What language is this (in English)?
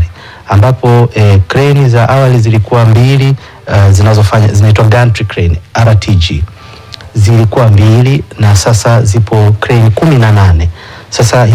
Swahili